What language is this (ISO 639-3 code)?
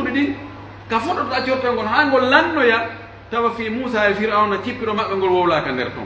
fuf